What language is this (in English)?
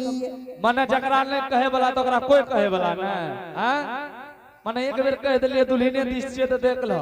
Angika